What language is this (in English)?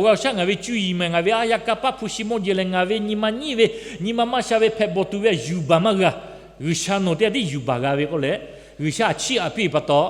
Lahu